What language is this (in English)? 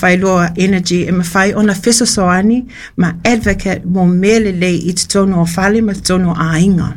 Samoan